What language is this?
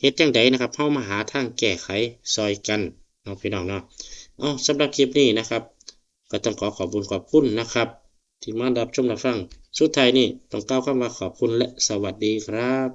Northeastern Thai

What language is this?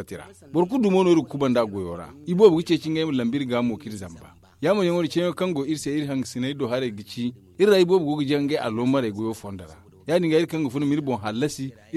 Zarma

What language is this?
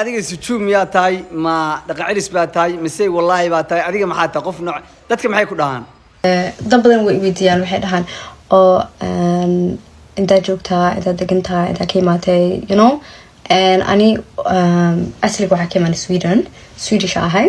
Somali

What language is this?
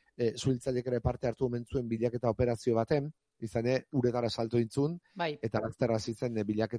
Basque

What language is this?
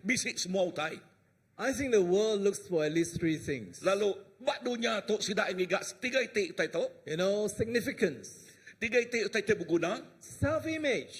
Iban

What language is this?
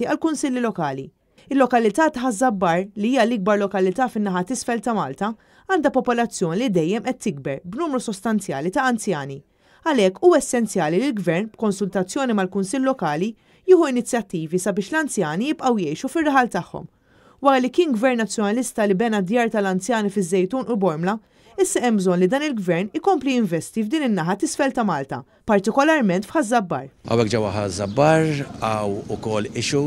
Maltese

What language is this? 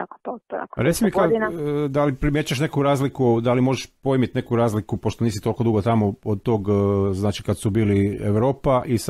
Croatian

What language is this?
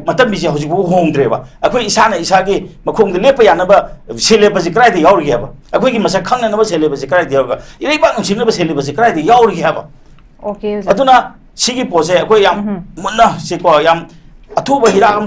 Manipuri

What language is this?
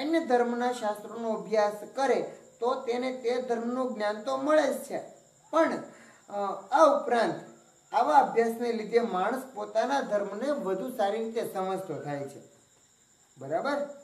Gujarati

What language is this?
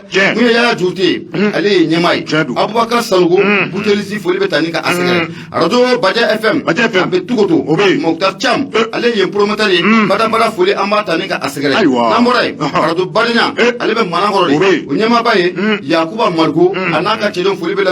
Bambara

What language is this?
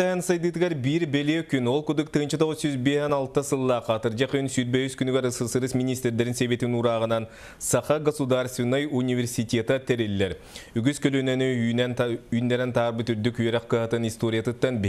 Yakut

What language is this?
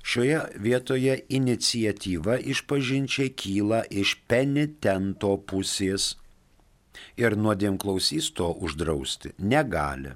Lithuanian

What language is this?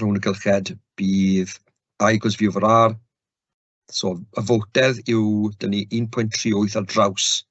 Welsh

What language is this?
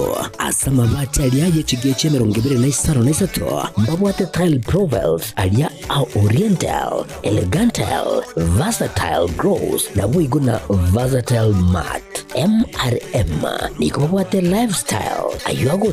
Gusii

